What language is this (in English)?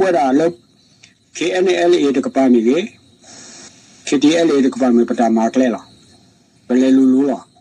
S'gaw Karen